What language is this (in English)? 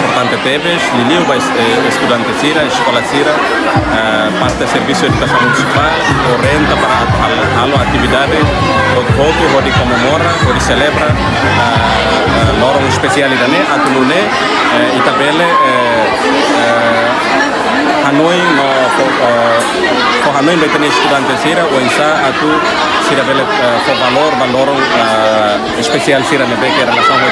Tetum